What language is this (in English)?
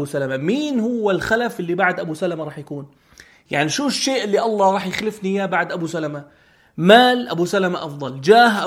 North Levantine Arabic